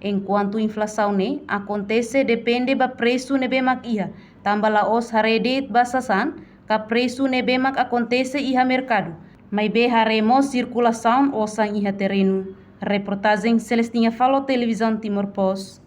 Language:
Tetum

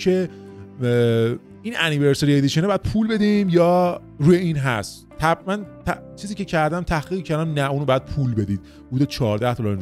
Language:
Persian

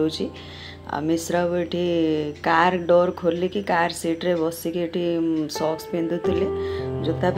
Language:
Odia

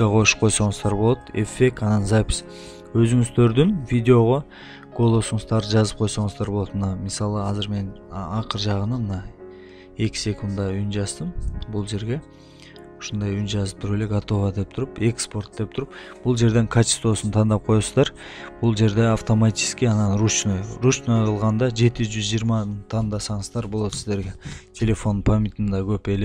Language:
Kyrgyz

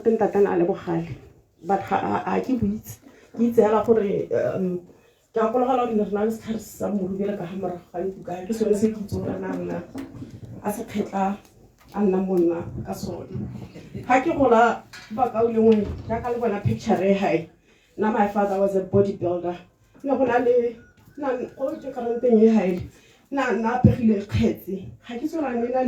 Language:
Tswana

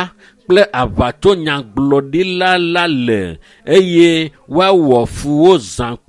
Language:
Ewe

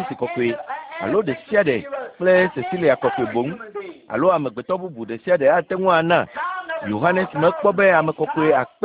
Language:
Ewe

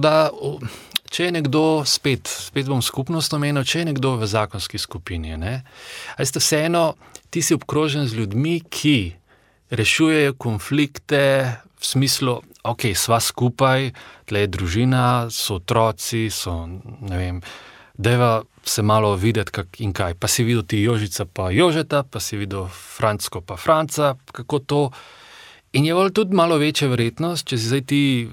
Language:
Slovenian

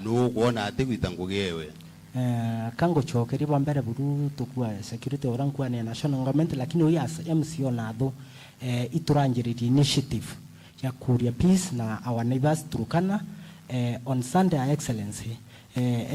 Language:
Meru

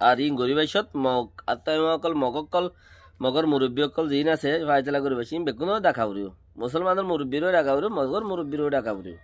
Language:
Rohingya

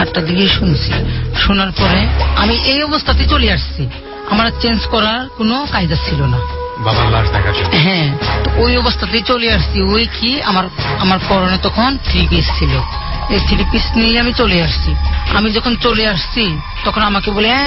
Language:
Bangla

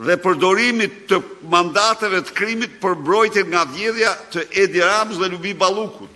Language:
Albanian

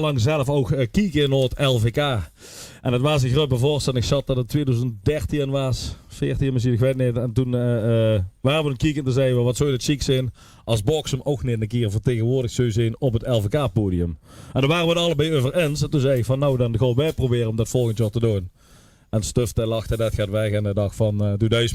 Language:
Limburgish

